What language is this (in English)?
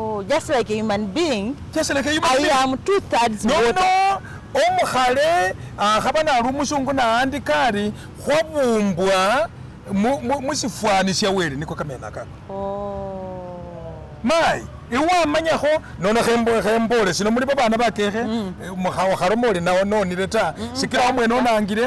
Masaaba